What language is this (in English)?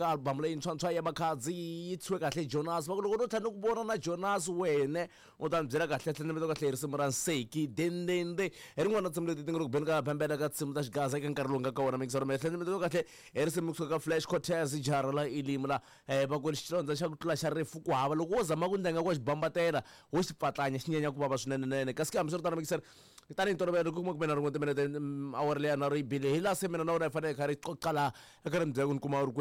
Tsonga